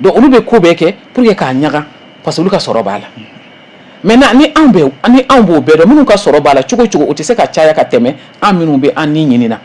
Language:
Bambara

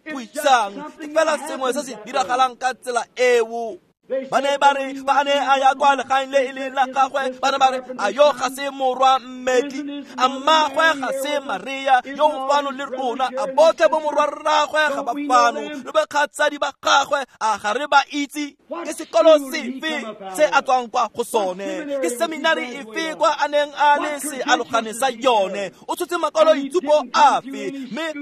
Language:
Tswana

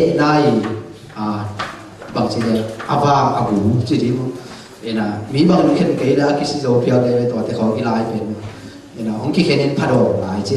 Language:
Tedim Chin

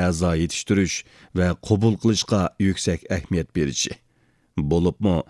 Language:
Uyghur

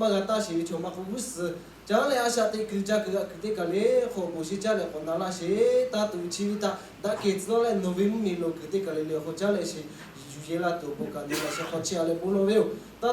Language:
Lahu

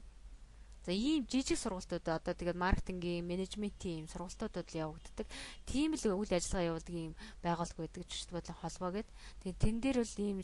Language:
Mongolian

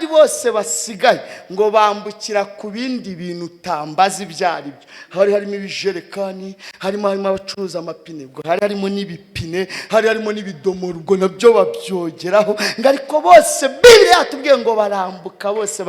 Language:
Kinyarwanda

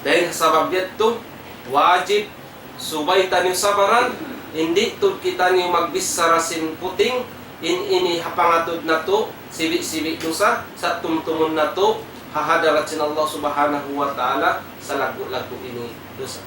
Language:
Tausug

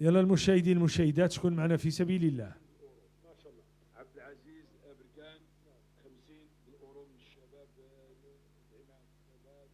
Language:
Moroccan Arabic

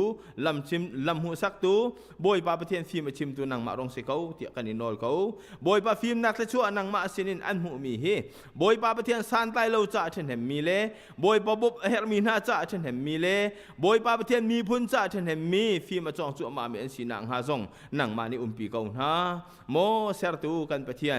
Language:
Hakha Chin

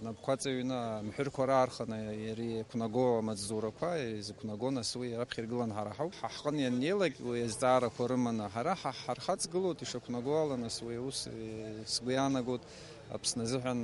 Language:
Abkhazian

